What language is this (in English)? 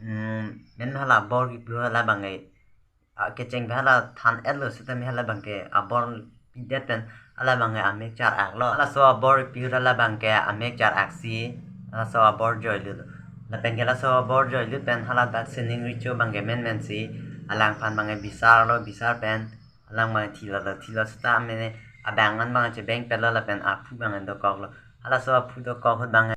Karbi